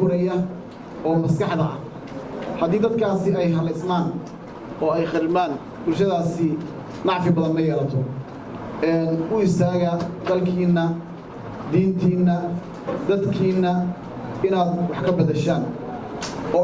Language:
Somali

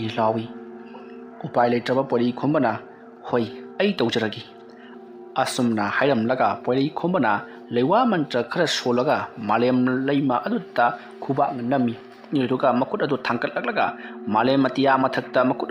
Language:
Manipuri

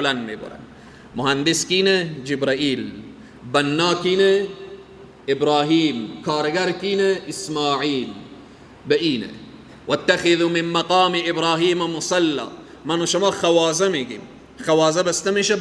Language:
Persian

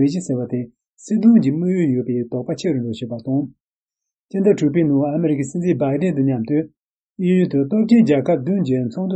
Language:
Tibetan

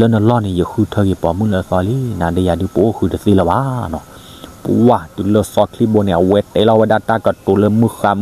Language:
S'gaw Karen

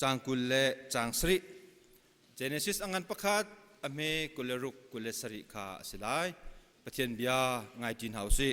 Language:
Hakha Chin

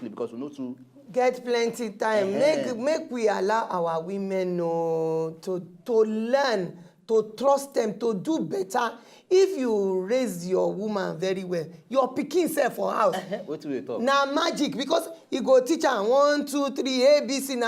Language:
Nigerian Pidgin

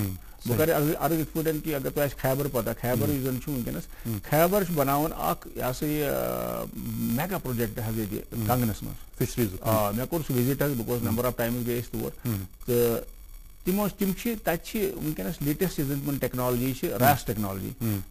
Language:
Kashmiri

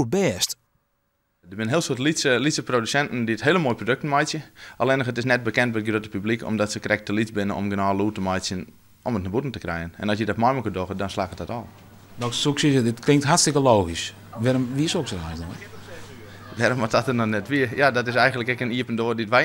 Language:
Western Frisian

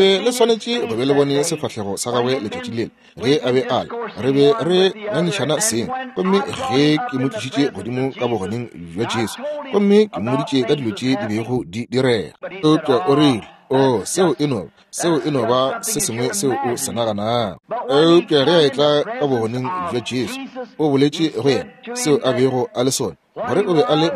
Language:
Northern Sotho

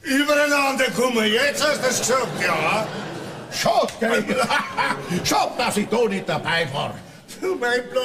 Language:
Bavarian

